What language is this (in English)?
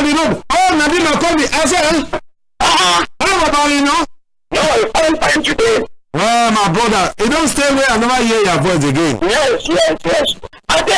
Cameroon Pidgin